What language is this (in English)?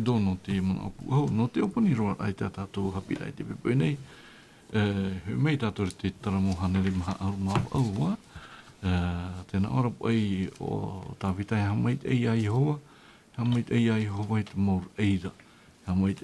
Tahitian